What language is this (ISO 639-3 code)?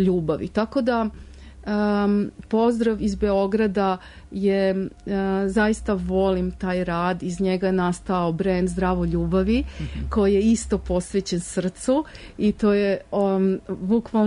srp